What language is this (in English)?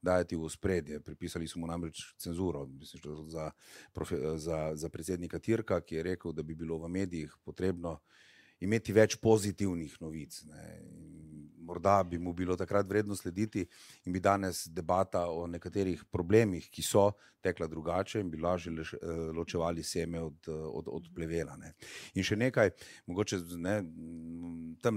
Slovenian